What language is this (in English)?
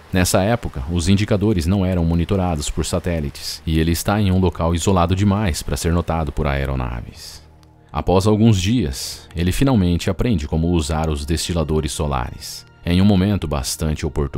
Portuguese